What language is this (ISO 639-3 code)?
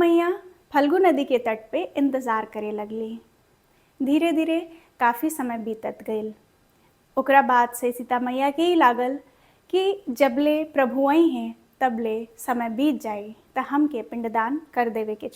bho